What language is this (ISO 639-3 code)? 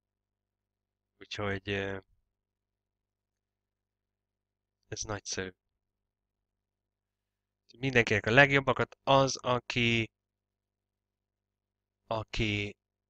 hun